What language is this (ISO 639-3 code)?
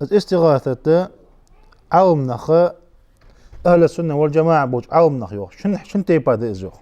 inh